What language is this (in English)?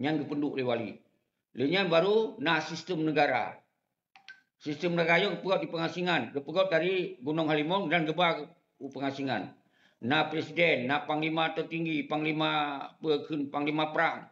Achinese